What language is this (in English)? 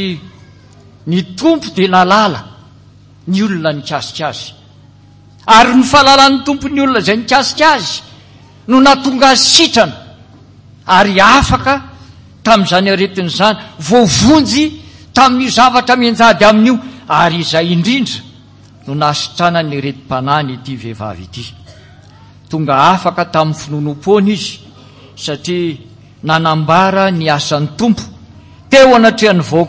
Malagasy